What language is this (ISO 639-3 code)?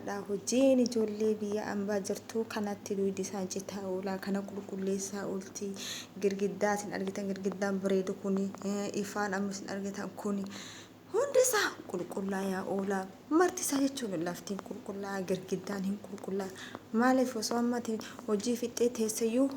orm